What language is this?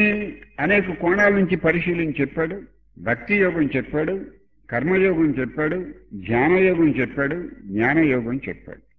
Telugu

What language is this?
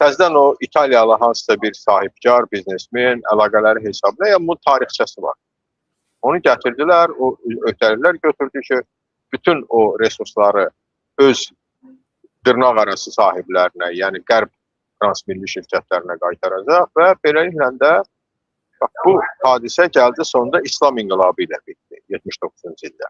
Azerbaijani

